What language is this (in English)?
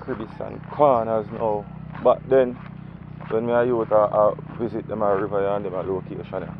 Jamaican Creole English